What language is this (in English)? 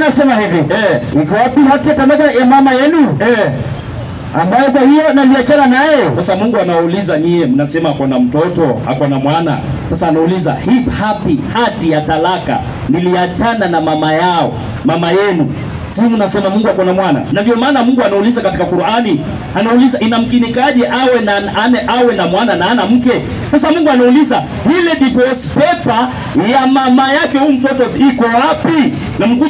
Swahili